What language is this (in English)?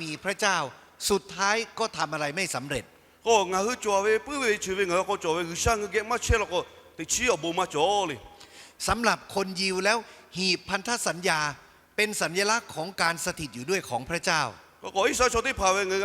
Lahu